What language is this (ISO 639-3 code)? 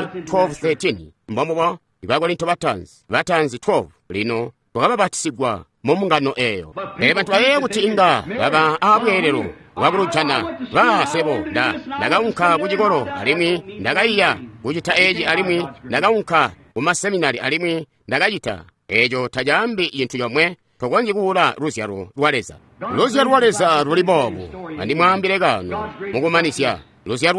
toi